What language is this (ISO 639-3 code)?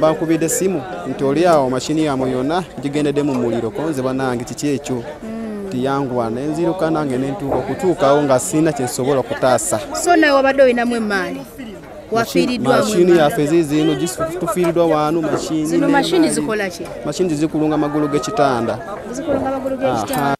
lug